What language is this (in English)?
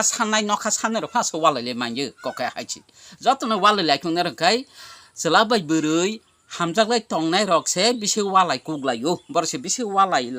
Kok Borok